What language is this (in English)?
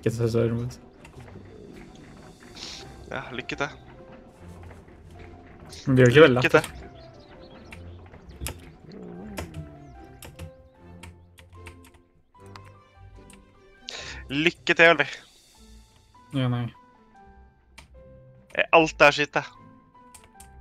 Norwegian